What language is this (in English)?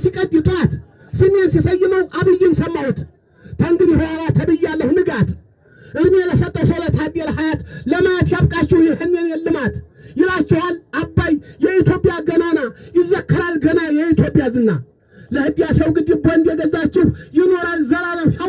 Amharic